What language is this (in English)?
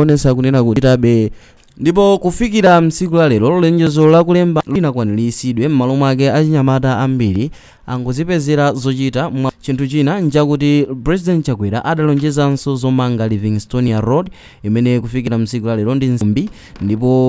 Nyanja